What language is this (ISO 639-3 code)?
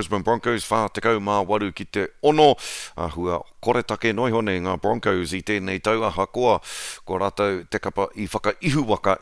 mri